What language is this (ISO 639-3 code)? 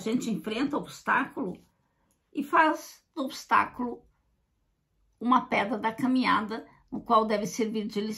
por